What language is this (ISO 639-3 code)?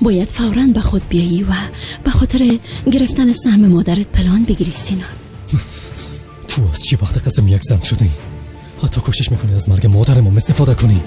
tgk